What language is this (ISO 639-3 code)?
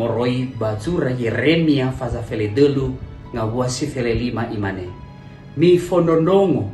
nia